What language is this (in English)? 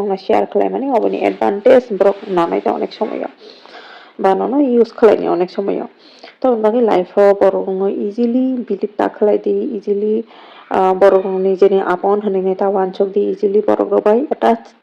Kok Borok